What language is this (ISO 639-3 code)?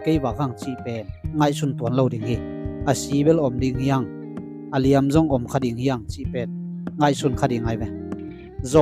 ctd